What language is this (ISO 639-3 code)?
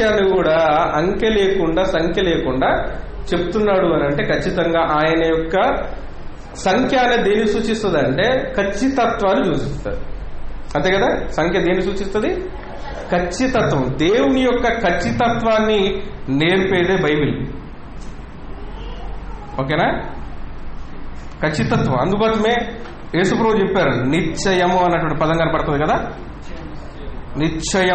tel